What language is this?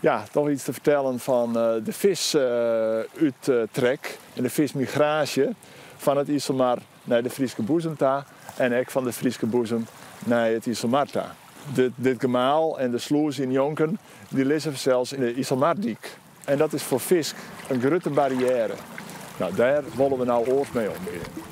Western Frisian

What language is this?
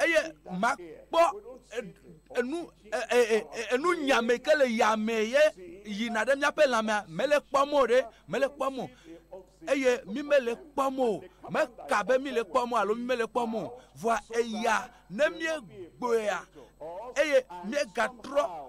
Ewe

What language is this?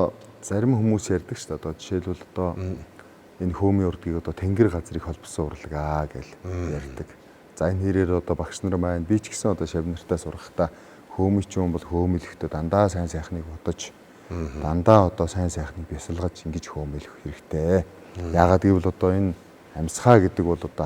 Mongolian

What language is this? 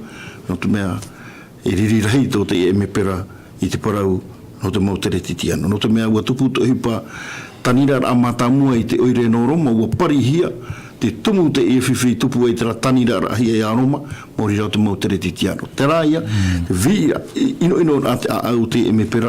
Tahitian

